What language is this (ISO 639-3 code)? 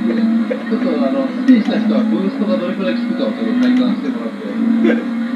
jpn